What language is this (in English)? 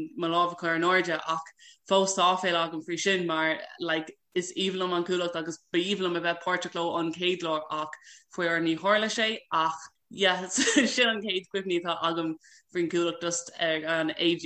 Irish